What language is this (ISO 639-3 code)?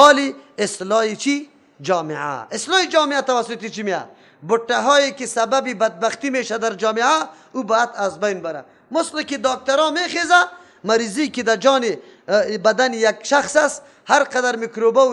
fas